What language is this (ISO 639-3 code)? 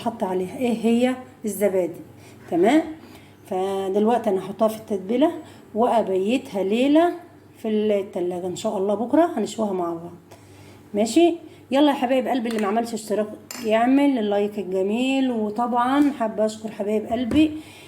arz